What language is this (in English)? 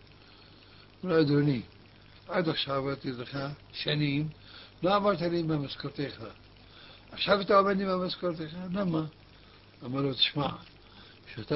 Hebrew